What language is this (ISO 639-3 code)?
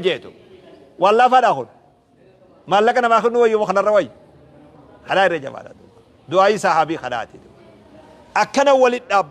orm